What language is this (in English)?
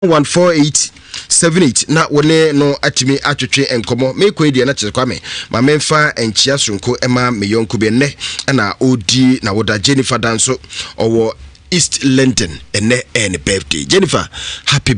Akan